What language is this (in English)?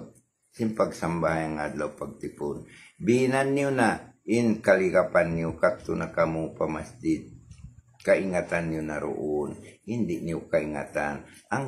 Tausug